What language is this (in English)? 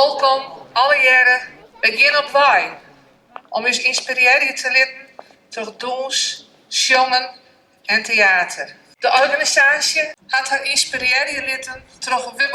Western Frisian